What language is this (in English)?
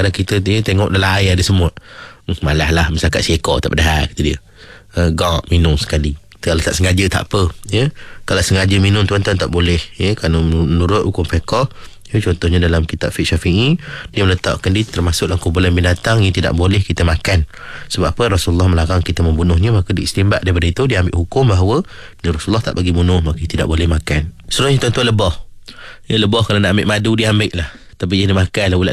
Malay